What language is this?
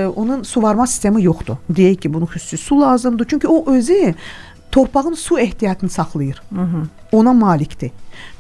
Azerbaijani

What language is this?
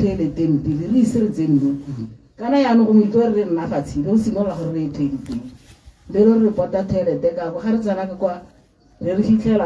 Tswana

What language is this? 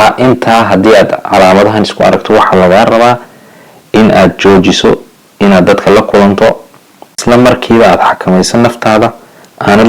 Somali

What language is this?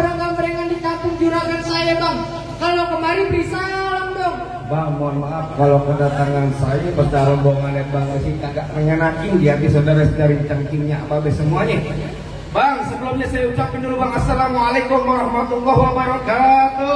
Betawi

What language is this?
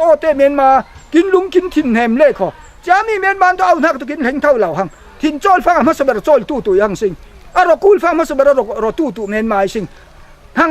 Falam Chin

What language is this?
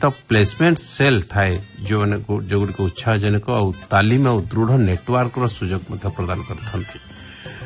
Odia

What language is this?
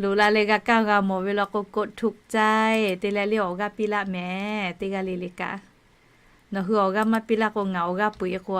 Lahu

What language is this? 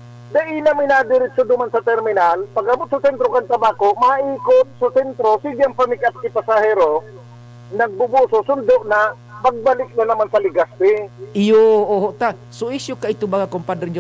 Bikol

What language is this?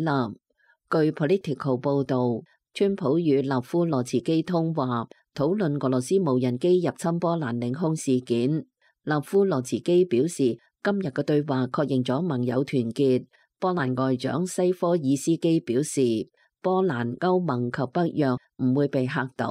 Cantonese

